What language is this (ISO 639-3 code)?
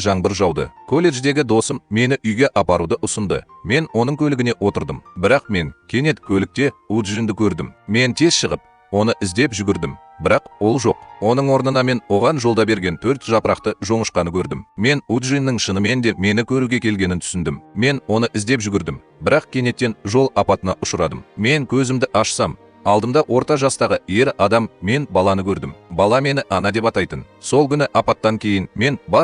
kaz